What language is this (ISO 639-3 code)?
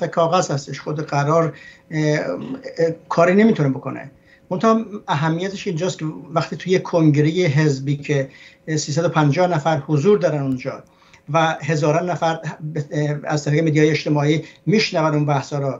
fas